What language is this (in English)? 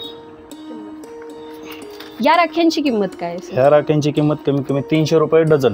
Marathi